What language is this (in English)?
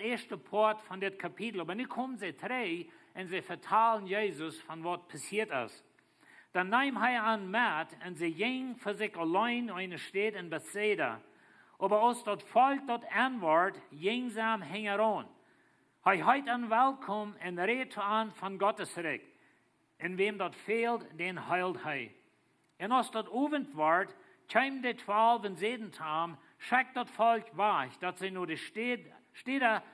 Plautdietsch